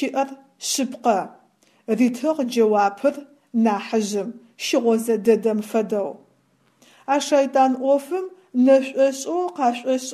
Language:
Adyghe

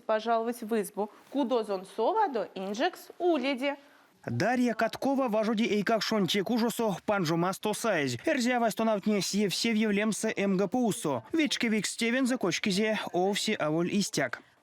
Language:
Erzya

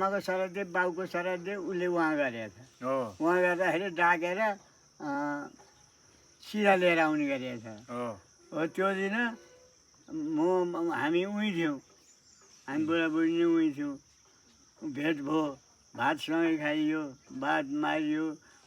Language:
Nepali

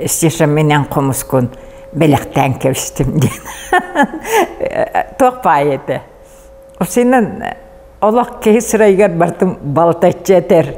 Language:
Yakut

